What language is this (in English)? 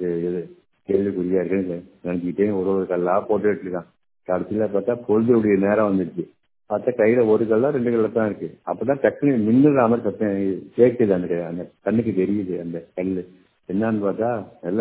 Tamil